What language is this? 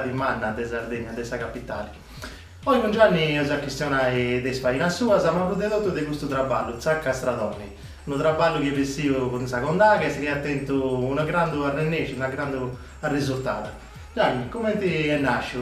Sardinian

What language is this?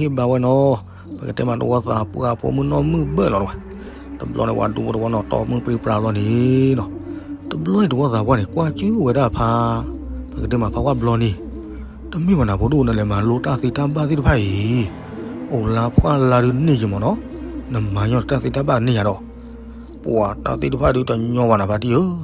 S'gaw Karen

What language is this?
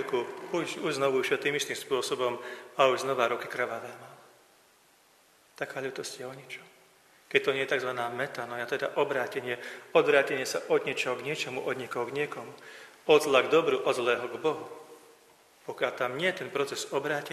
Slovak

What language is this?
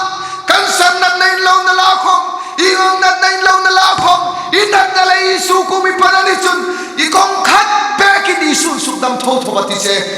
Hmar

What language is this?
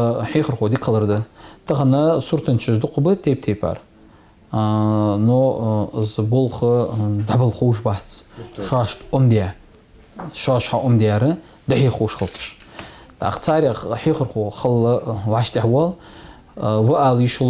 Ingush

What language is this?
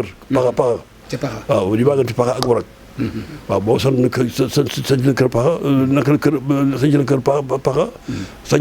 Wolof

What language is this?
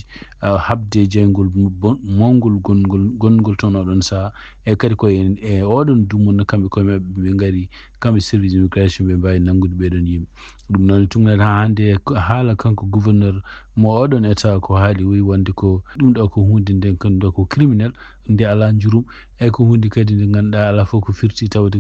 Fula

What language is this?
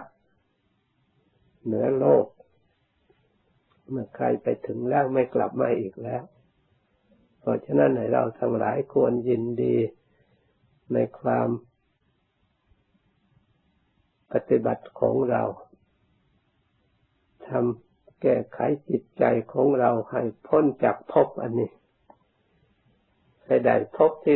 Thai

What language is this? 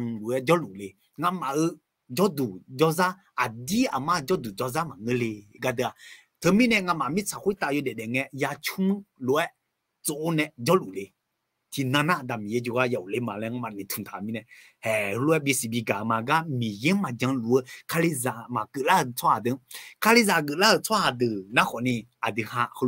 Akha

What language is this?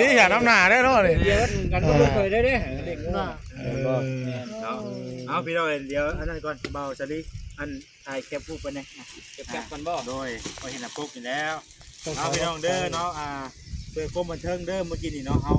Northeastern Thai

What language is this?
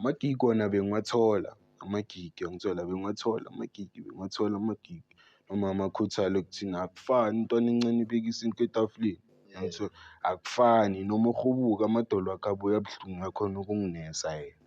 Zulu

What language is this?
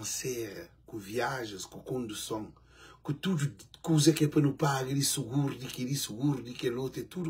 Kabuverdianu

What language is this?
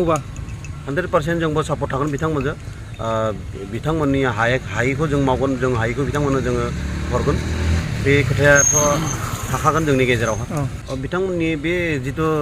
Bodo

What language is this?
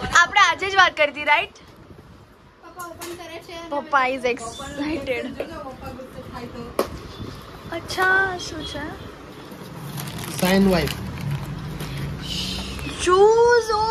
Gujarati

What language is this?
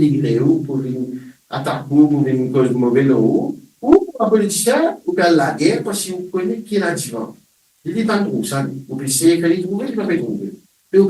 Morisyen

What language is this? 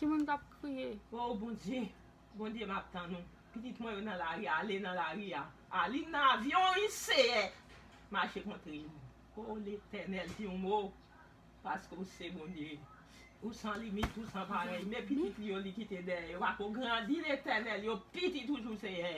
Haitian Creole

